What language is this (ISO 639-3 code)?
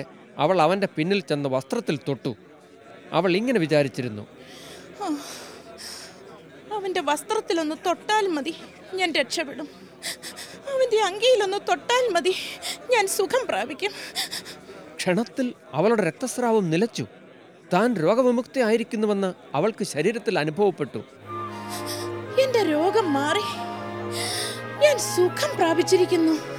mal